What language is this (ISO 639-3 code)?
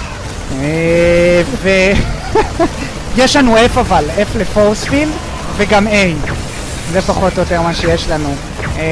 heb